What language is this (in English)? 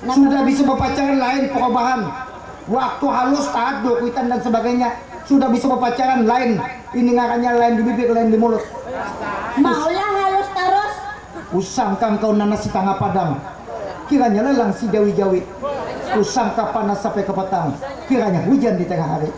Banjar